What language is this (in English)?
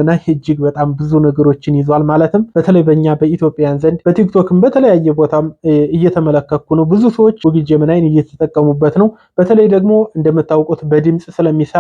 Amharic